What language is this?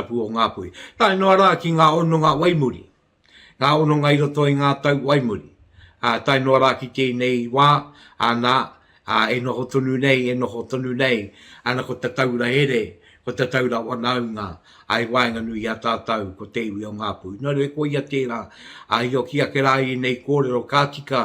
Māori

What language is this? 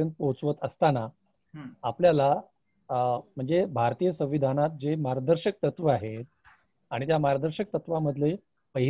Marathi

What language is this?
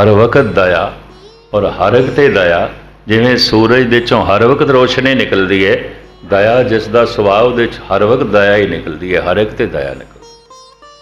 Punjabi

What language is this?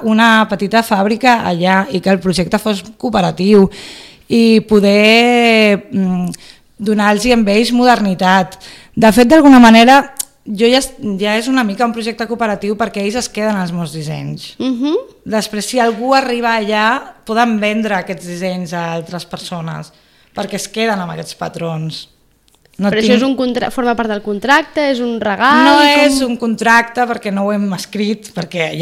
Catalan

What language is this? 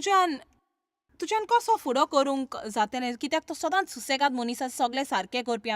Konkani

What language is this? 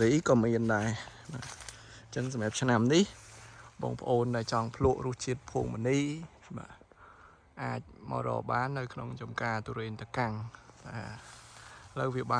Khmer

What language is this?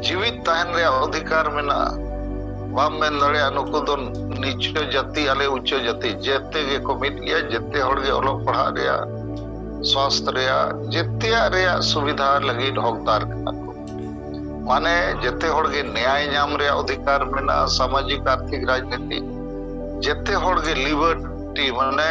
Santali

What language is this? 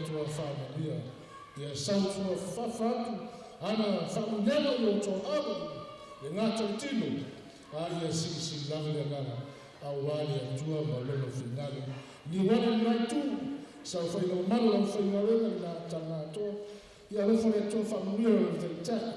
Samoan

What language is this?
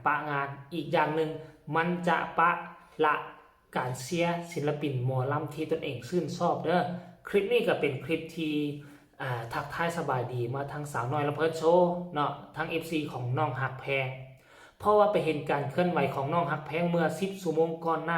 Northeastern Thai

